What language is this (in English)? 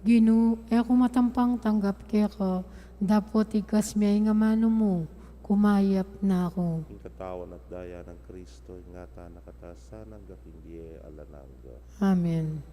Pampanga